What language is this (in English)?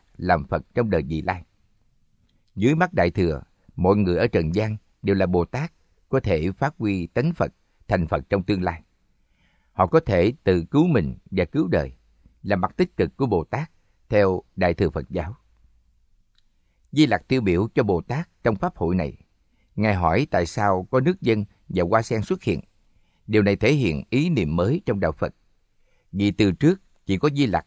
Vietnamese